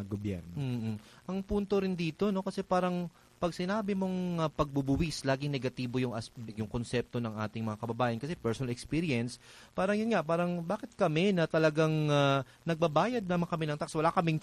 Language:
Filipino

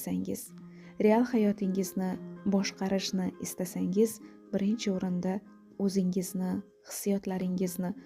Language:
Uzbek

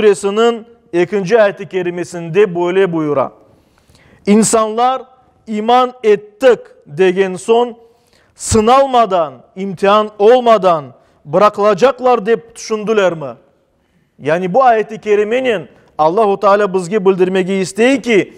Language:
Crimean Tatar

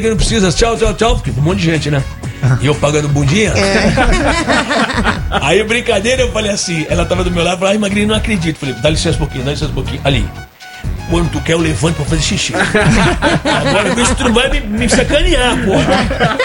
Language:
Portuguese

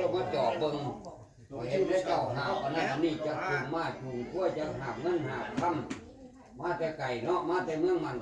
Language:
Lao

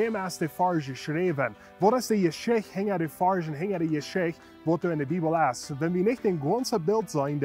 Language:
Plautdietsch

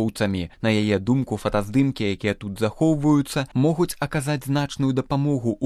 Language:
Belarusian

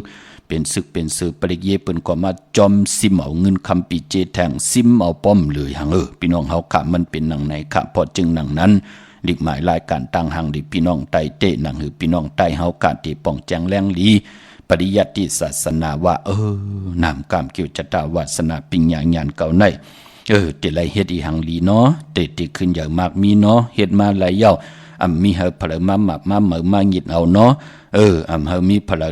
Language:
Shan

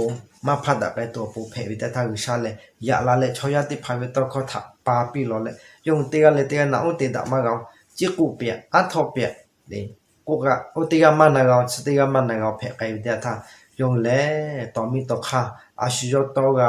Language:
Lahu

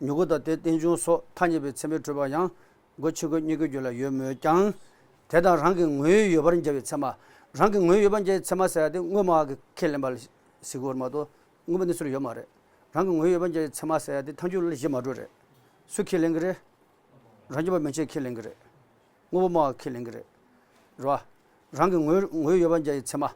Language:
Tibetan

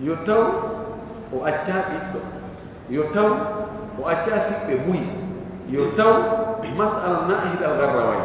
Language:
Fula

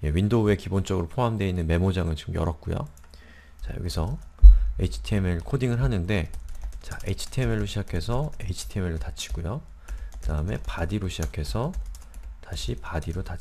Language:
Korean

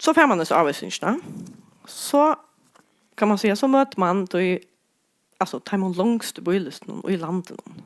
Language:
Faroese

